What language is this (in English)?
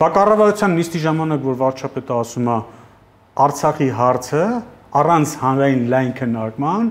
Armenian